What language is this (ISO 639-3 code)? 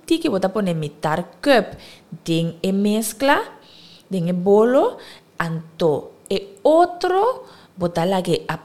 pap